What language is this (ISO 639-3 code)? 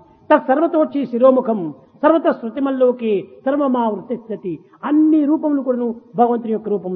tel